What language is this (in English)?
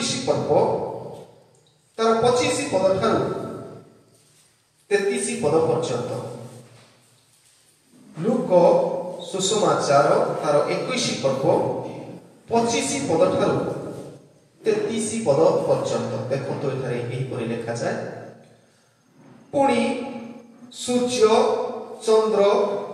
Odia